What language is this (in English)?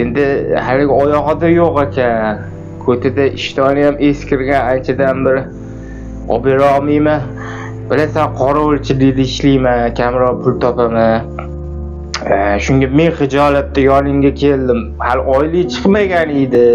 Uzbek